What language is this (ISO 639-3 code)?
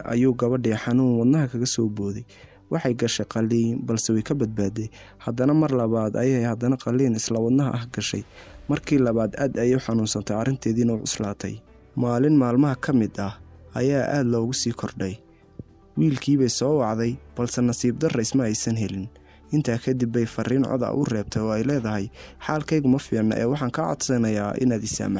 som